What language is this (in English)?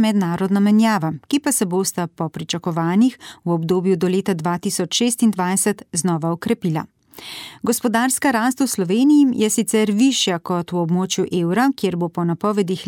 Slovenian